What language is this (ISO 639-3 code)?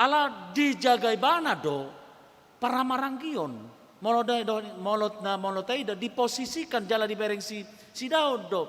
bbc